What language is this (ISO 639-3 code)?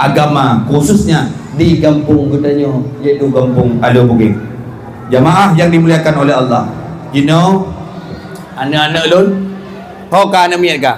ace